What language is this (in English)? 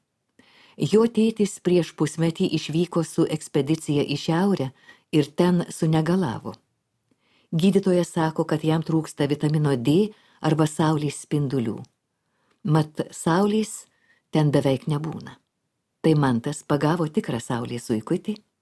Lithuanian